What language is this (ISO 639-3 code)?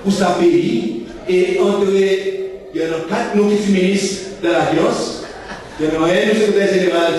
crs